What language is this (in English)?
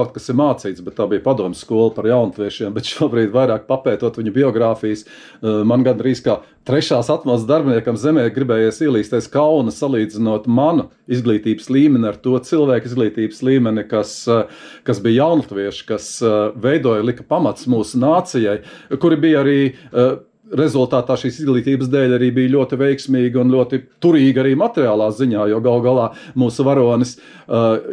Latvian